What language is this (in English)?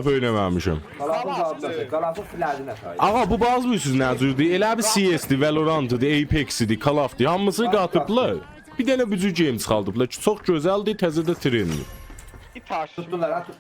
South Azerbaijani